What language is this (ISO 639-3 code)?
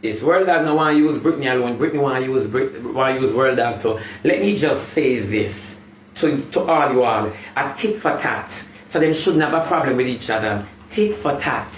jam